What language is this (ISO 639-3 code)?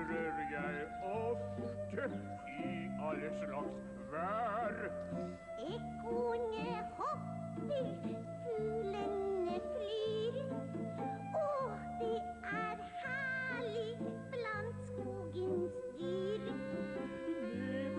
nor